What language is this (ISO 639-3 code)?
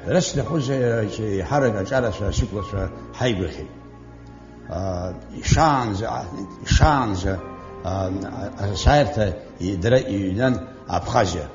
abk